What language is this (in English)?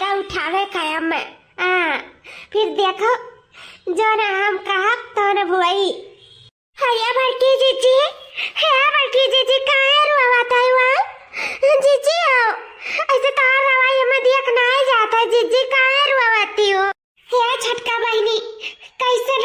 Awadhi